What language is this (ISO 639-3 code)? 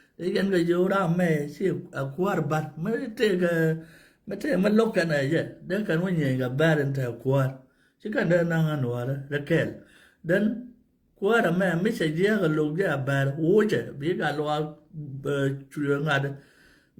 nus